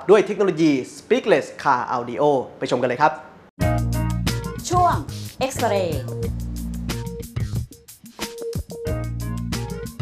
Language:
Thai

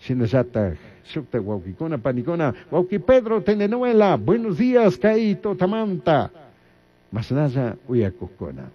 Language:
Chimborazo Highland Quichua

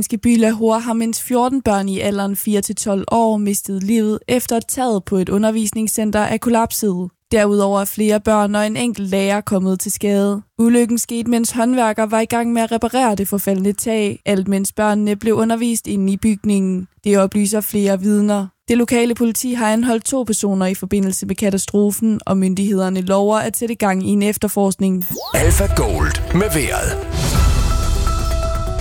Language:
Danish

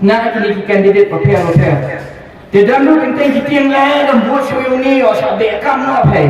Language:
Khasi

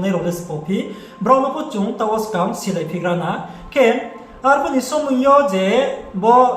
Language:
Riang (India)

